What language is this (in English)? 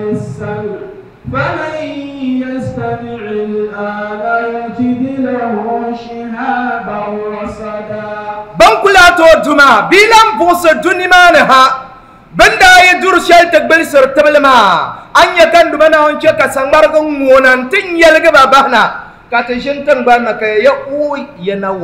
Dagbani